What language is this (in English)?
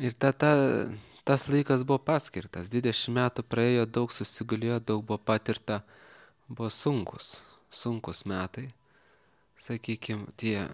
Lithuanian